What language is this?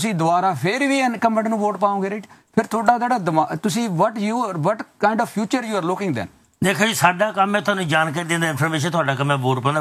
Punjabi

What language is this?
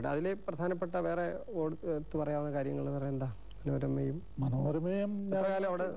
Malayalam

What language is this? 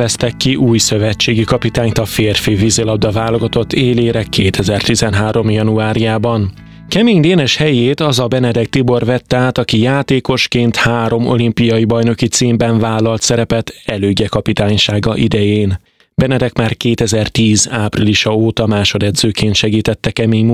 Hungarian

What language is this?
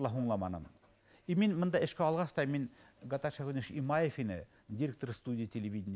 Bashkir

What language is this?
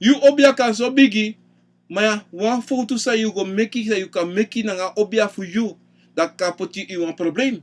Sranan Tongo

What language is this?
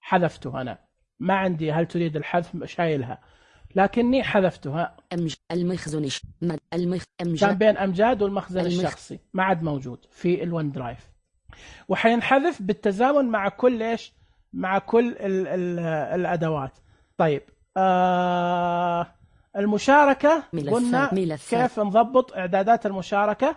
Najdi Arabic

